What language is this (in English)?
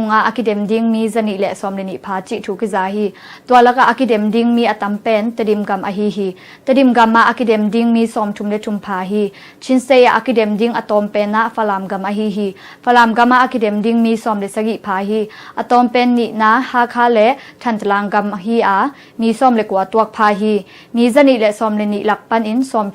Tedim Chin